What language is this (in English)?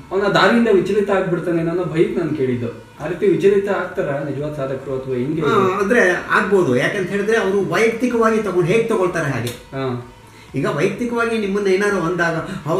Kannada